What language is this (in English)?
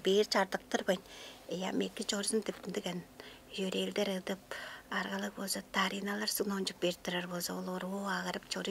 Tuvinian